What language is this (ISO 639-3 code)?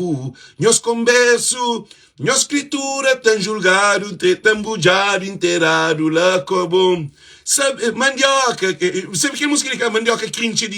kea